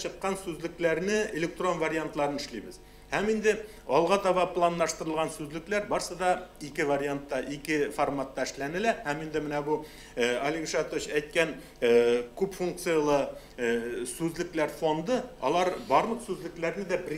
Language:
Tatar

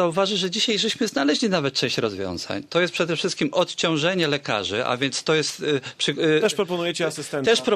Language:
Polish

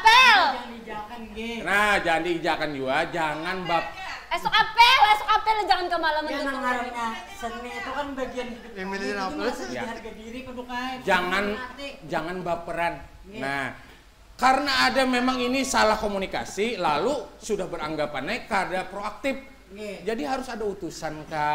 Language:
Banjar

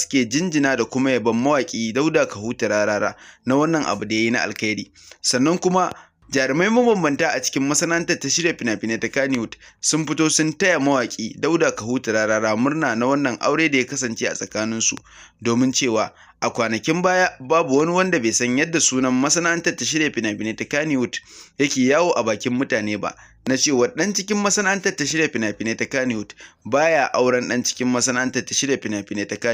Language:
Hausa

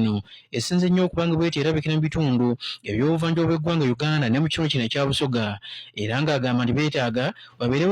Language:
Ganda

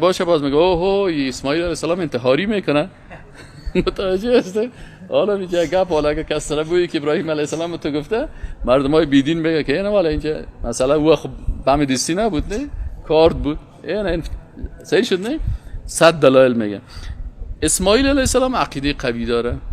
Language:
Persian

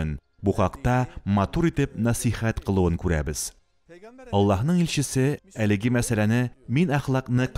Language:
Tatar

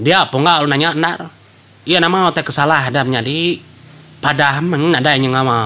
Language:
Iban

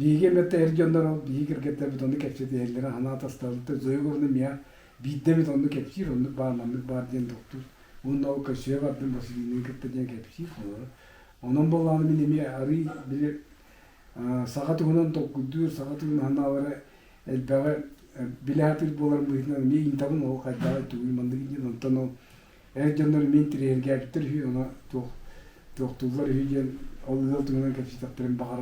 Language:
Yakut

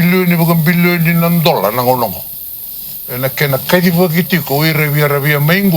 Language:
Fijian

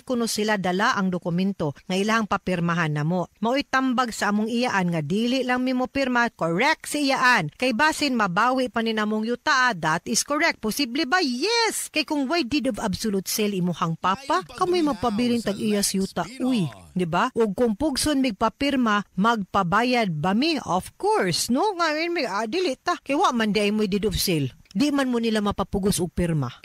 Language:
Cebuano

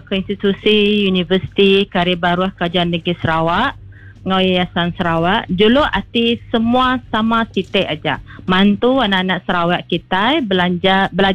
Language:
Iban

